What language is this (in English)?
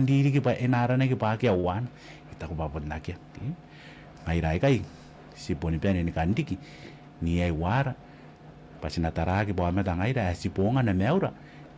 Gilbertese